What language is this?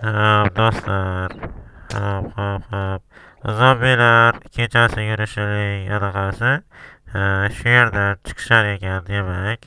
Uzbek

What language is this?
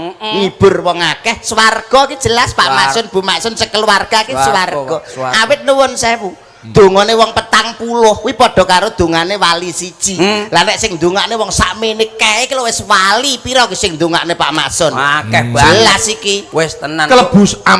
Javanese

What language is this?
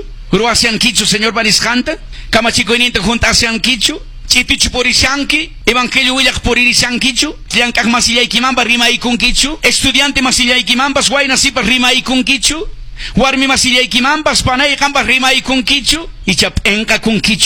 Quechua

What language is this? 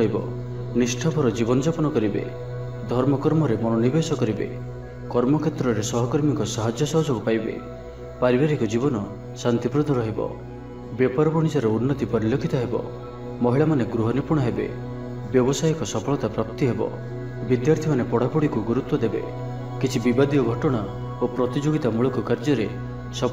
Odia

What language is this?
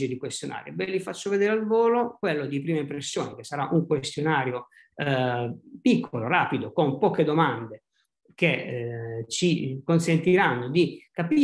Italian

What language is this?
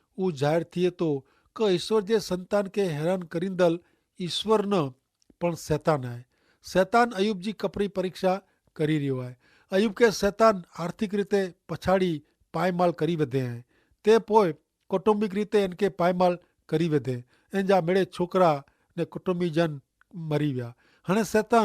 Kachhi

